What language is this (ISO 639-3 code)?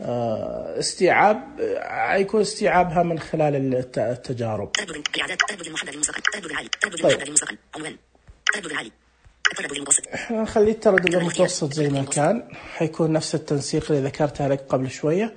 ars